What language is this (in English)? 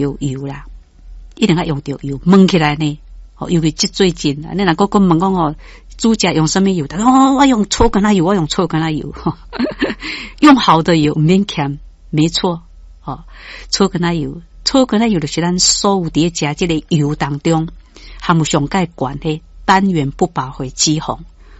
Min Nan Chinese